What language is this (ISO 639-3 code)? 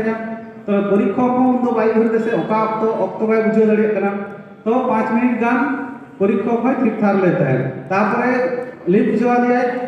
sat